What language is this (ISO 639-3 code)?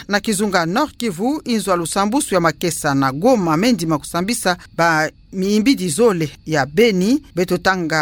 ktu